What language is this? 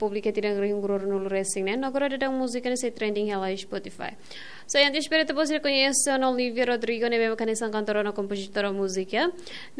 Tetum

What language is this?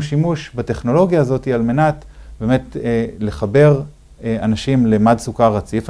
Hebrew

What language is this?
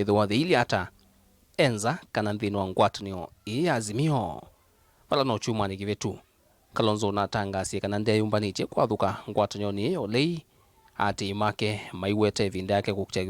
Kamba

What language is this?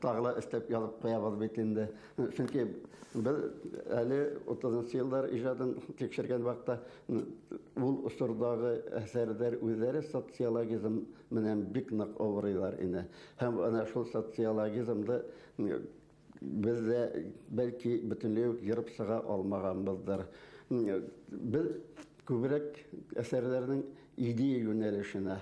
Bashkir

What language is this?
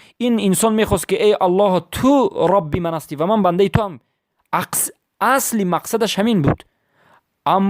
Persian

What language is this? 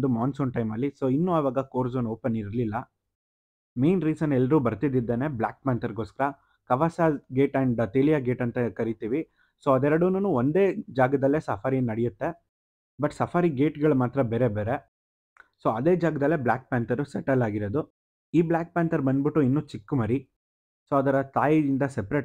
Kannada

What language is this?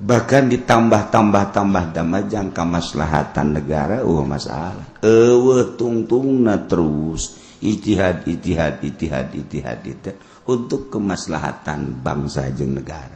Sundanese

